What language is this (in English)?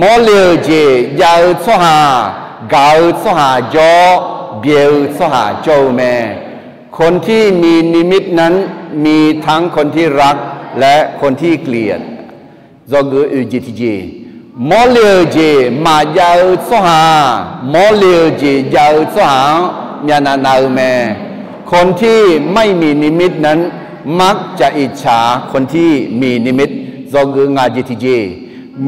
Akha